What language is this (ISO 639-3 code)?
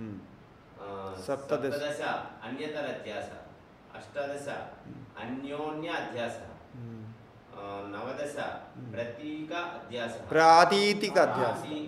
san